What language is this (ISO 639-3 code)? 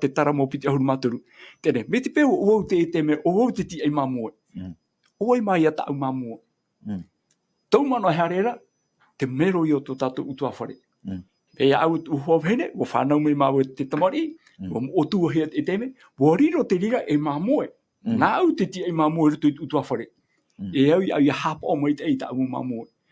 tah